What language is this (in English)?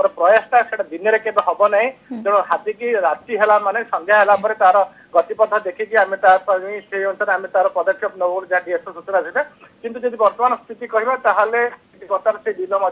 Odia